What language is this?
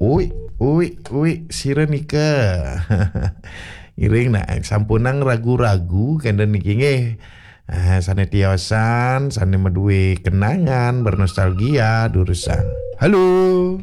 Balinese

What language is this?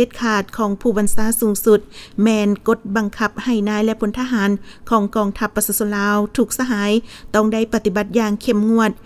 Lao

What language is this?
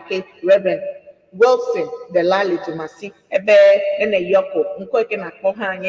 Ewe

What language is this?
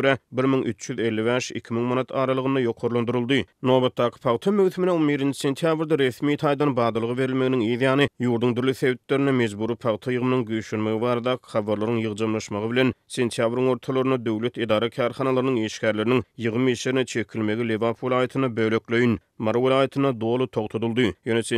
Turkmen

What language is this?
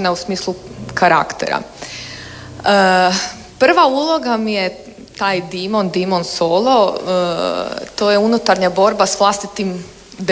Croatian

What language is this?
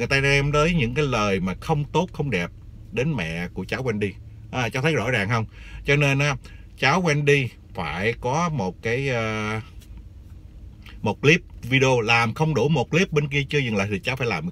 Vietnamese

